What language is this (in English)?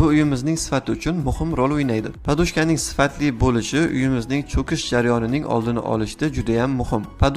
Uzbek